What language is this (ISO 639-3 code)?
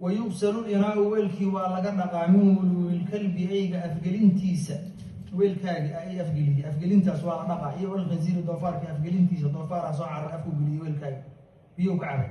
som